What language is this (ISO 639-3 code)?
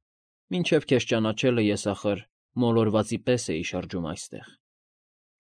hye